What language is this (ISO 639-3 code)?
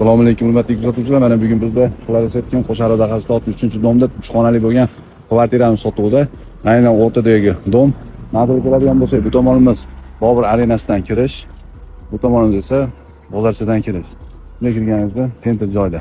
uzb